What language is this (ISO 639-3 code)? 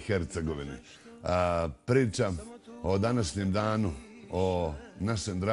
bos